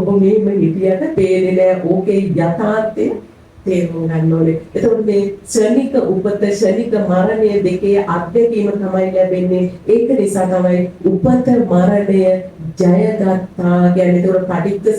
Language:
Sinhala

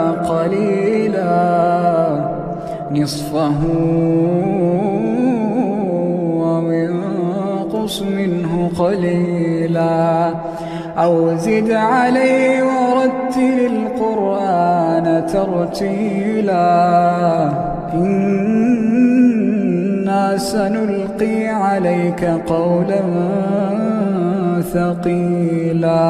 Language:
Arabic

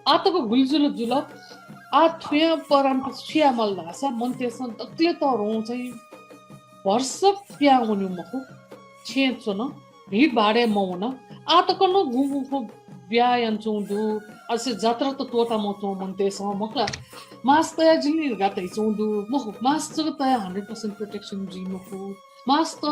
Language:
Newari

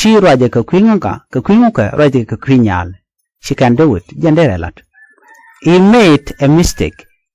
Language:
Nuer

